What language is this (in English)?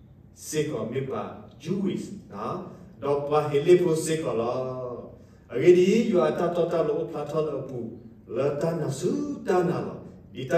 S'gaw Karen